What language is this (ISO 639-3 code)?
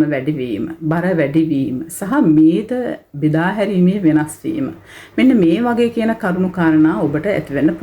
sin